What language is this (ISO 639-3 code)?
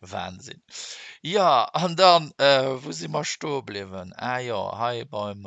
ltz